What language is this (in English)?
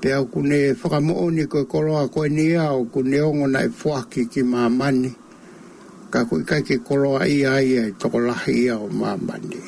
Tongan